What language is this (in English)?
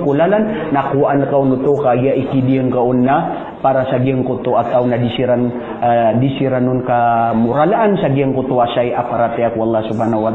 Maranao